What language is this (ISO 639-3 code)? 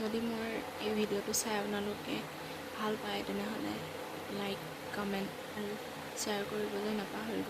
asm